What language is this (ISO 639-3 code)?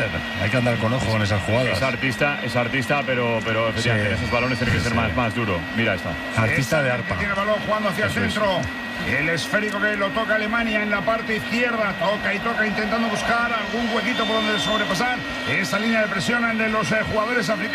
spa